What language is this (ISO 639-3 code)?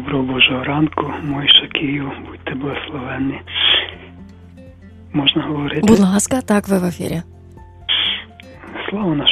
ukr